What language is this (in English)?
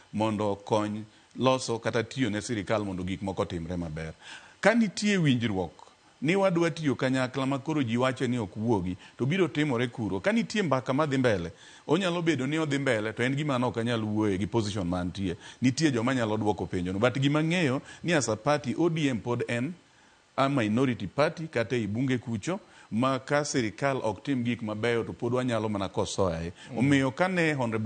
Luo (Kenya and Tanzania)